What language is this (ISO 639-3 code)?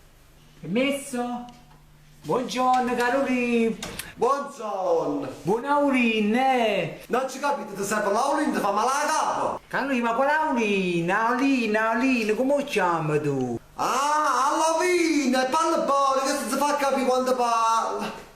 nap